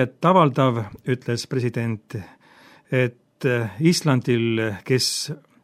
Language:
Estonian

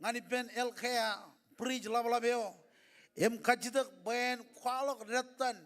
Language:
Marshallese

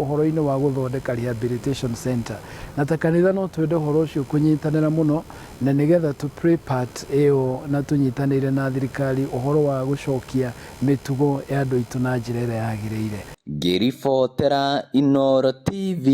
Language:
Kikuyu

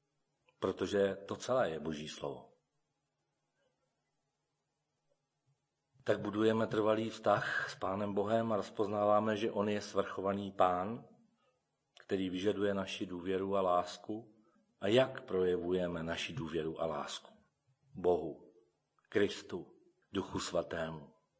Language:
Czech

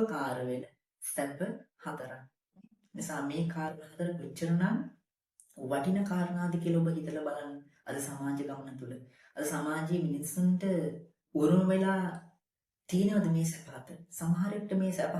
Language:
Sinhala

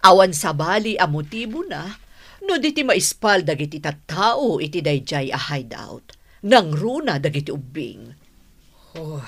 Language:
Iloko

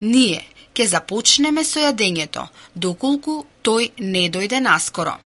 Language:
Macedonian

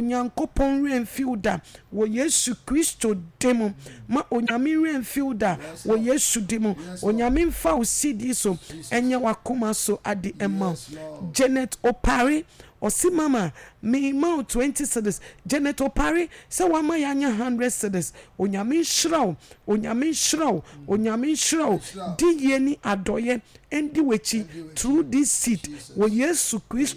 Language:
Akan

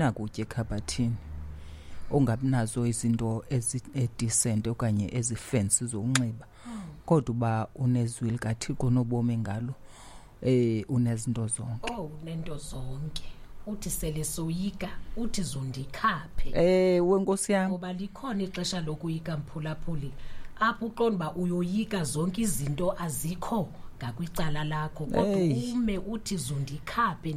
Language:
Xhosa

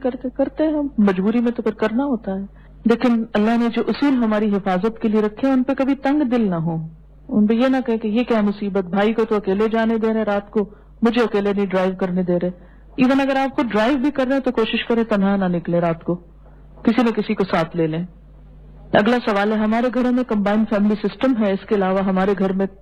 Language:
Urdu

